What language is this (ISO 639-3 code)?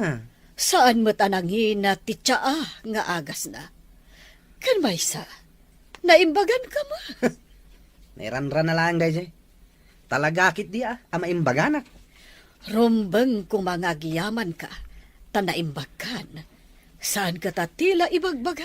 ilo